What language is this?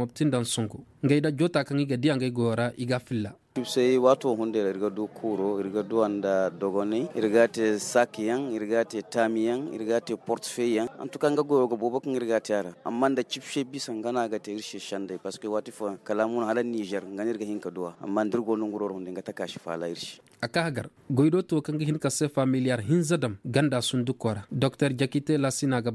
Koyraboro Senni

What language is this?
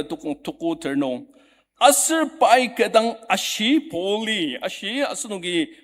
Ao Naga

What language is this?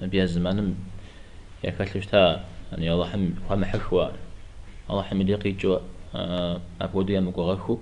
Kabardian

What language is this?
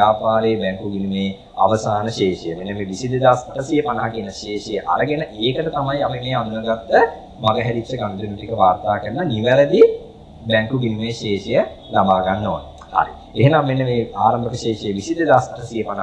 Sinhala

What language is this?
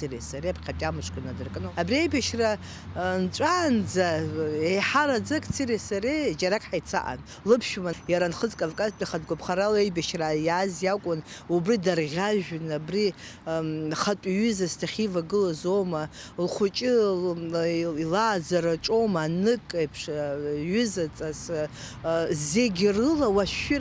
Abkhazian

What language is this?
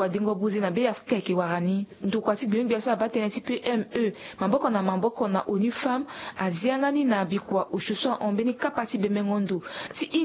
Sango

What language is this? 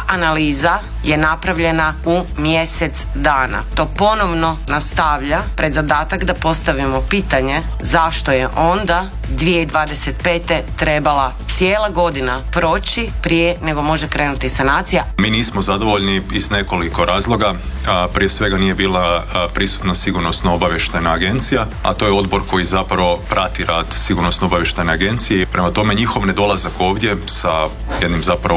Croatian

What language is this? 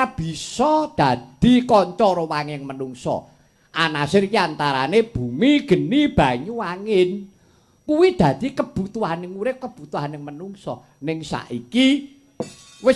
Javanese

